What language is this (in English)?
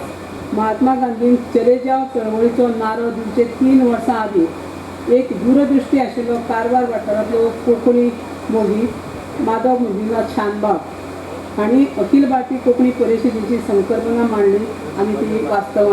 Konkani